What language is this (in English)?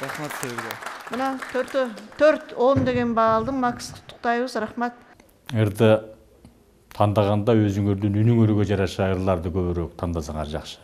Kyrgyz